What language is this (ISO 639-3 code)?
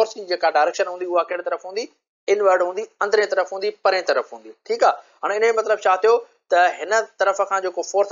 snd